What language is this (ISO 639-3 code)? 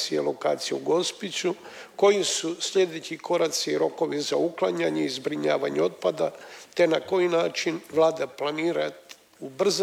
hrv